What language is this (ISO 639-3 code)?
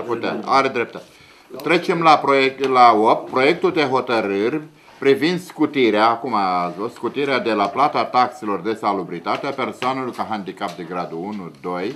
ron